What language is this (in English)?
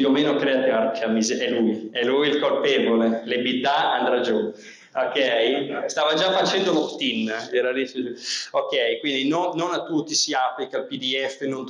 Italian